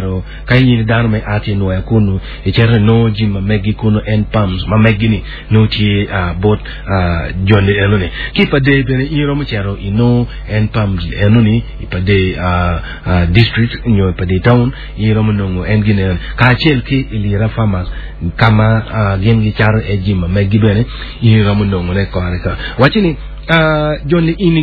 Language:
Acoli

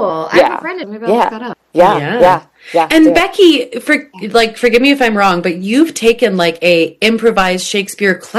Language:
English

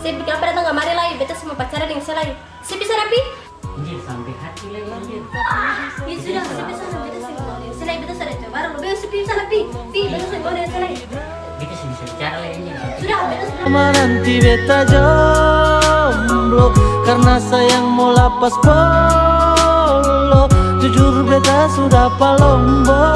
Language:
Ambonese Malay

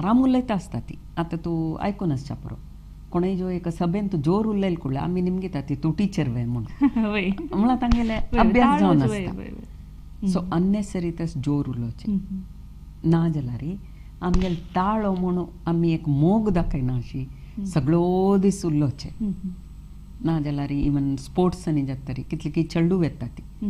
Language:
Konkani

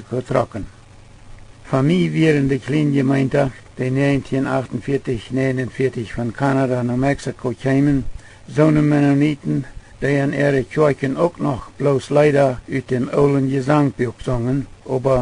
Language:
Plautdietsch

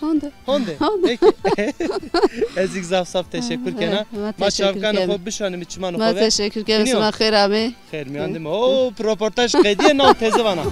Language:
Zaza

